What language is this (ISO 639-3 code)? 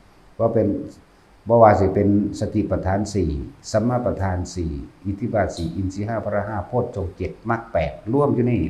tts